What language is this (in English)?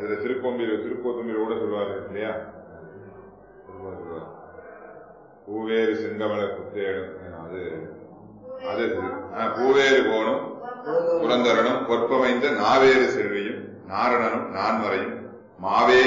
Tamil